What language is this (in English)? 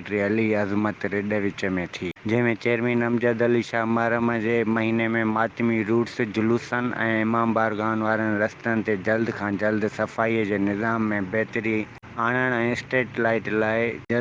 Sindhi